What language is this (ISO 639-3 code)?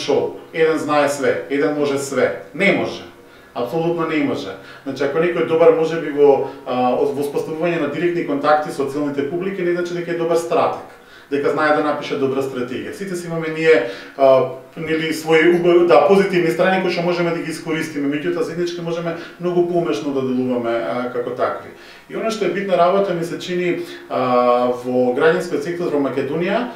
mkd